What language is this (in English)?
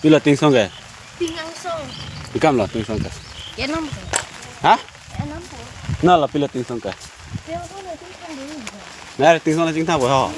Karbi